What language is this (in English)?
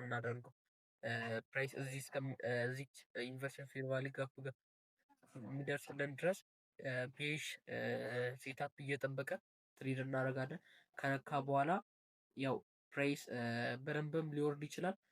Amharic